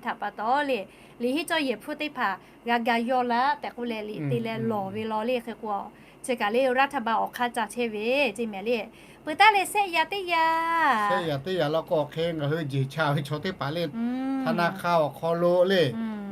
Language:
Lahu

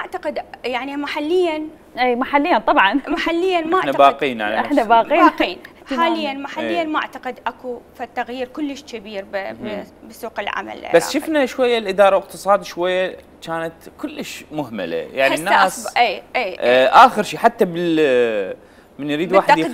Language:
Mesopotamian Arabic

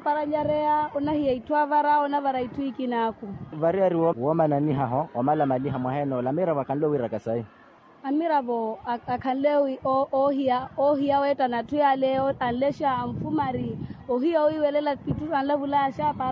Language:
Makhuwa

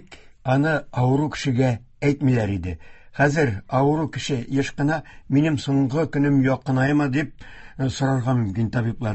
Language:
Tatar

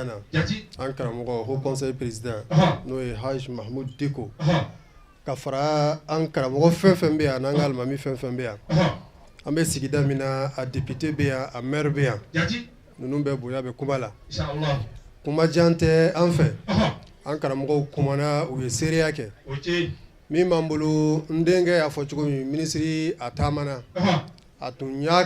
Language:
Bambara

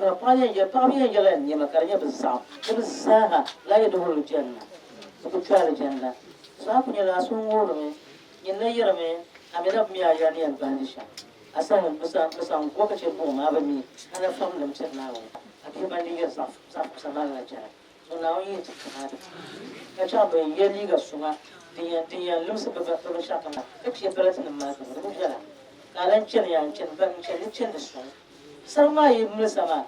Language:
Dagbani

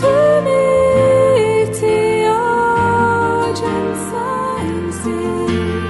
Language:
South Azerbaijani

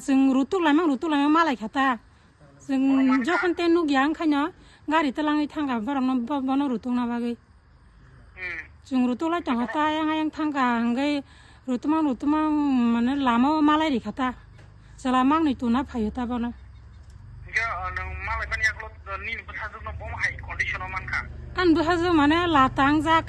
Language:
Kok Borok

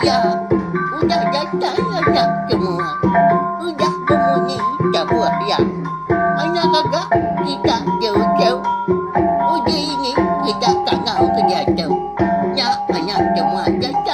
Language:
Iban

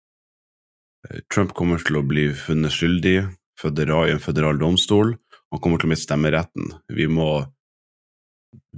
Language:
Norwegian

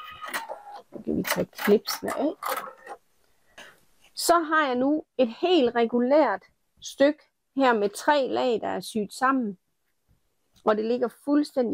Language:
Danish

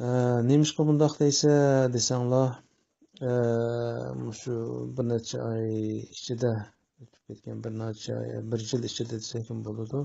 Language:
Uyghur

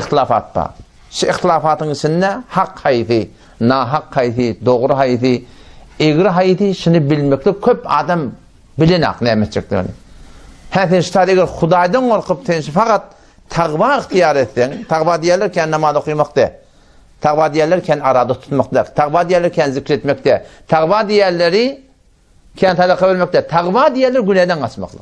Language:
Turkmen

